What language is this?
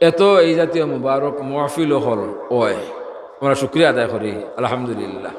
Sylheti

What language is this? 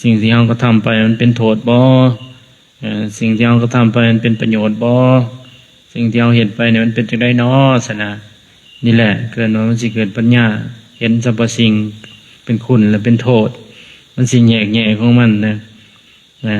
Lao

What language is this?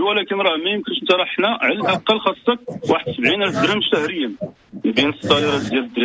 Moroccan Arabic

